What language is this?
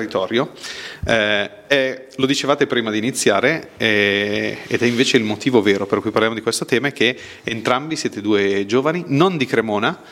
Italian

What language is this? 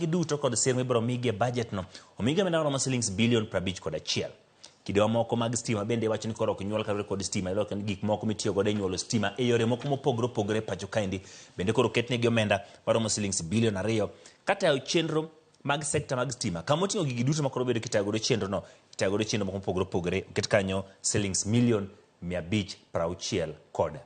Luo (Kenya and Tanzania)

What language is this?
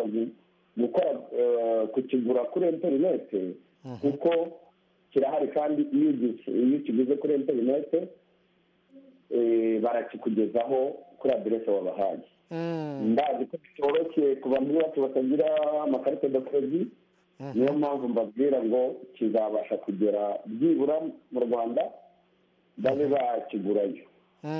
Kinyarwanda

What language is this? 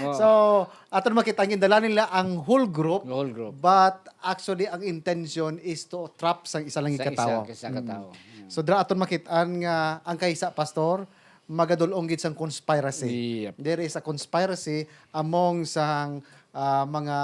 Hiligaynon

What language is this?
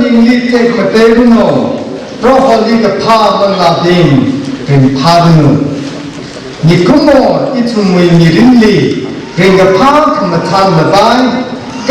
Tangkhul Naga (India)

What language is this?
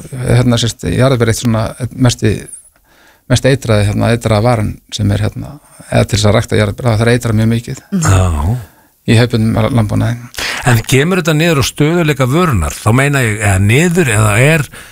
Icelandic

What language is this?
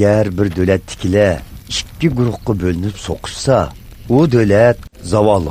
Uyghur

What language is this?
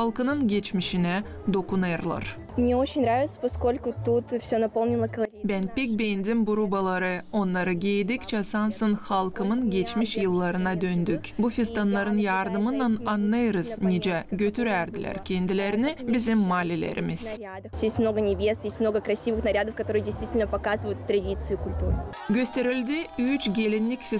Gagauz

